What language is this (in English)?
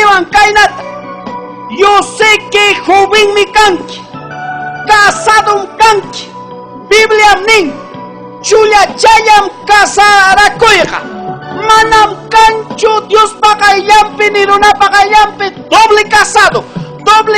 Ayacucho Quechua